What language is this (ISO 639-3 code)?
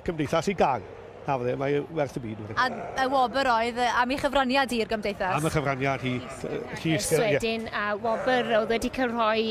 cym